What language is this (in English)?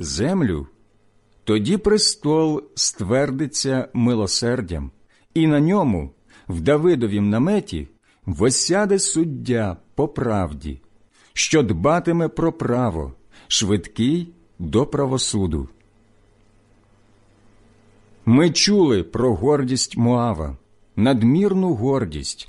Ukrainian